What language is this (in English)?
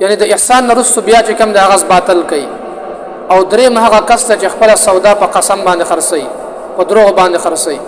Pashto